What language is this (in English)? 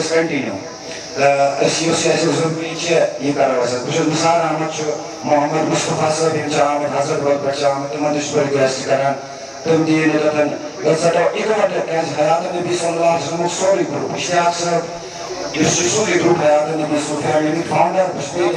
Kashmiri